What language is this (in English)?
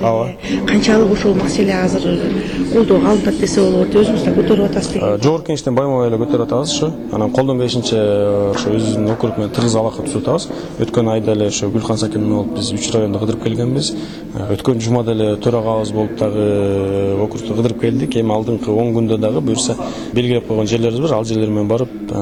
Kyrgyz